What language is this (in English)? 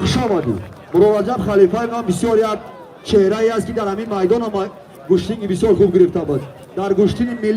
Tajik